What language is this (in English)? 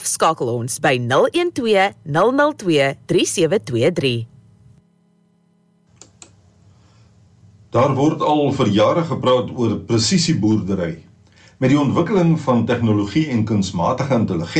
Afrikaans